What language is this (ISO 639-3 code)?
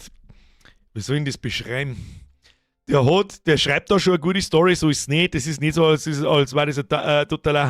bar